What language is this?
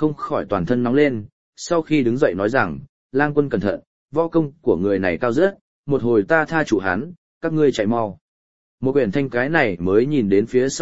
Vietnamese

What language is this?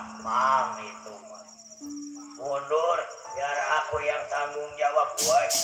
Betawi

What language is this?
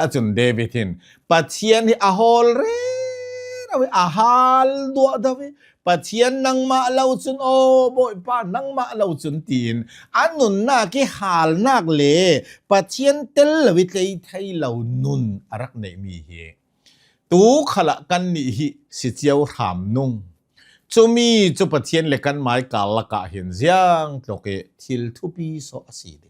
Hakha Chin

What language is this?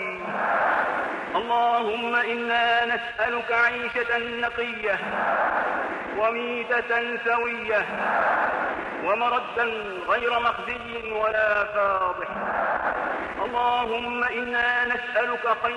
Arabic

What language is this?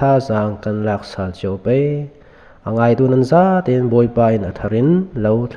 Falam Chin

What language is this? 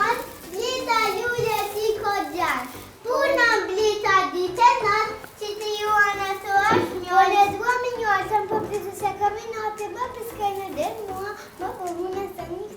Albanian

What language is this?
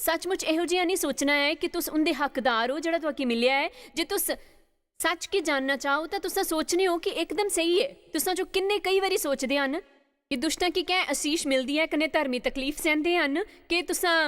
Dogri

